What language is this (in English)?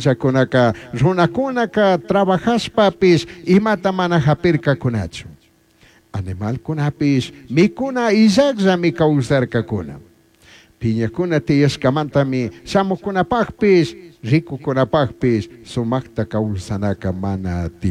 Chimborazo Highland Quichua